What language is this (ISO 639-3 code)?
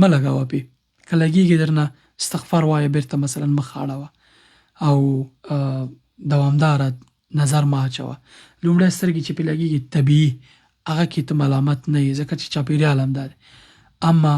pus